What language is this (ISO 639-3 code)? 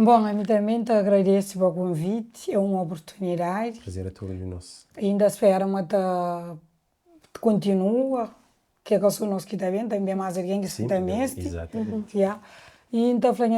kea